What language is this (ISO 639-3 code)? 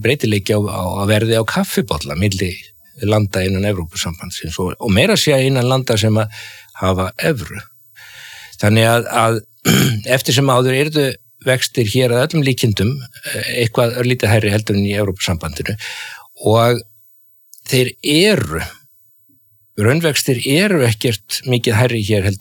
isl